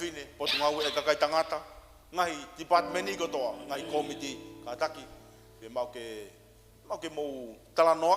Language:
Tongan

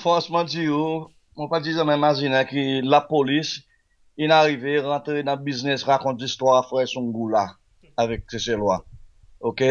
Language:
Seselwa Creole French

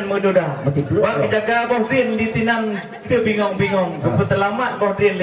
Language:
Achinese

